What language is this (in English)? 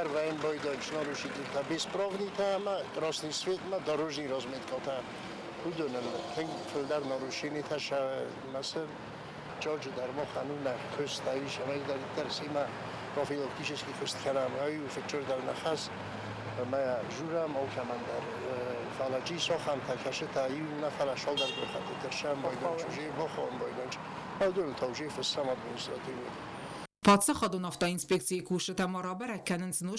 Ossetic